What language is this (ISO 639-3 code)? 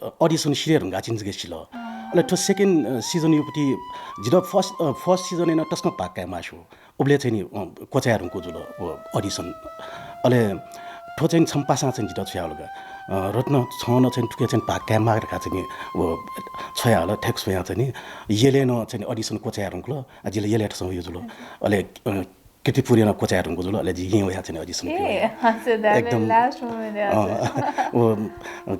new